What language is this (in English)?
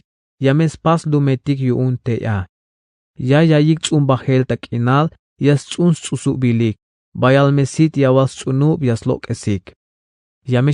Tzeltal